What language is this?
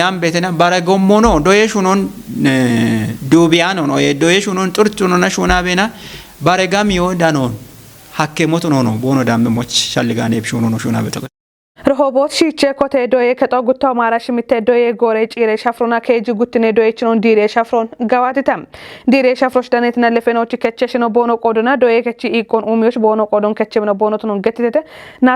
Kafa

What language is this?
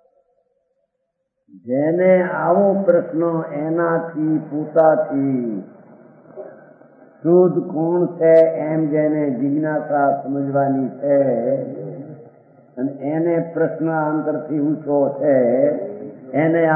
Gujarati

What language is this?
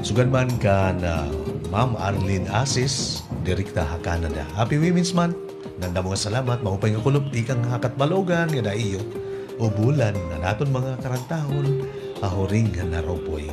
Waray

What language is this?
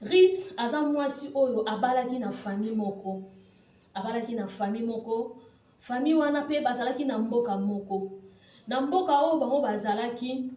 Lingala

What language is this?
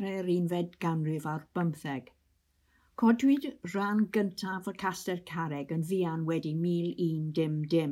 Welsh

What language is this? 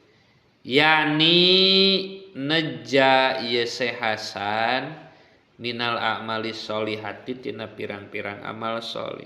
Sundanese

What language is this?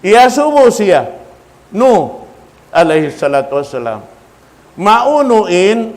Tausug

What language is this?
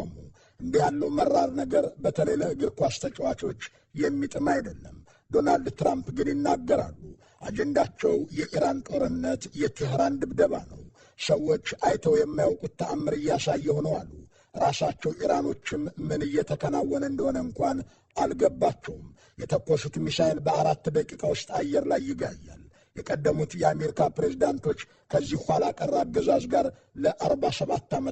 Amharic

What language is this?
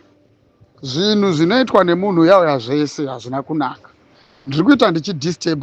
Shona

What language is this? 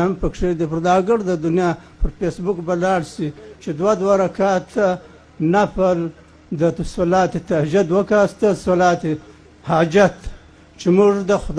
Pashto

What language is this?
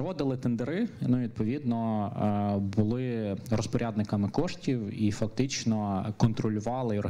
Ukrainian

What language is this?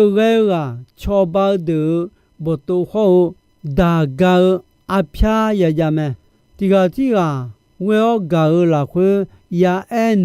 Akha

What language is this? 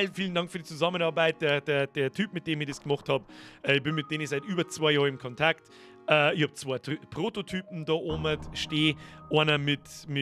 Bavarian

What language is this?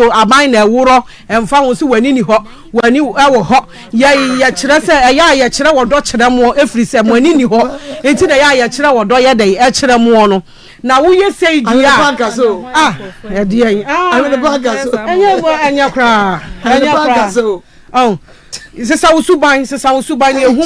Akan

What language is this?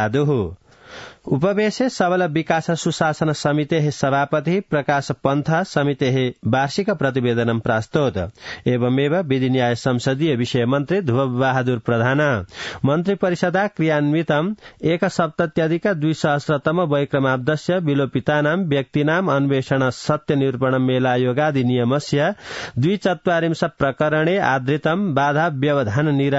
Sanskrit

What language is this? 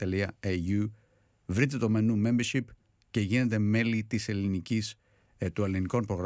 Greek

